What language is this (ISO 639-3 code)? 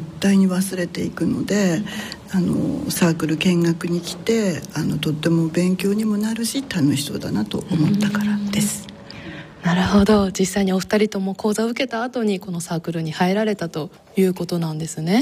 jpn